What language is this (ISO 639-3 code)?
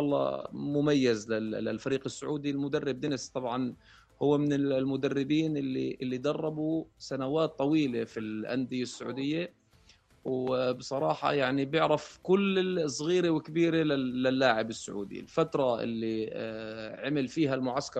apc